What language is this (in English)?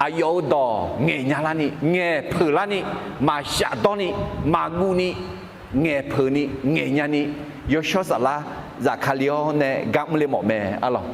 Akha